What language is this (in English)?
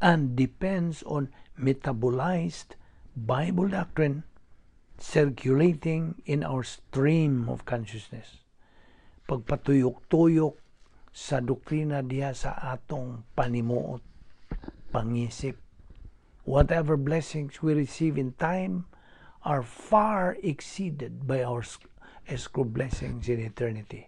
Cebuano